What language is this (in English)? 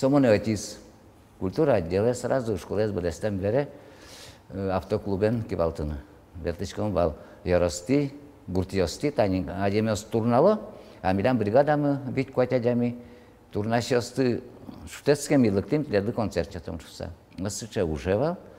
Udmurt